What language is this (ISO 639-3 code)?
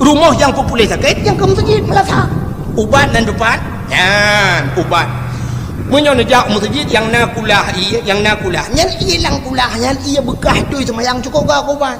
ace